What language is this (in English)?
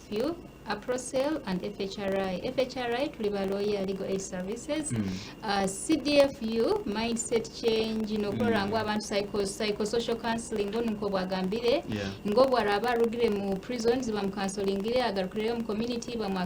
Nyankole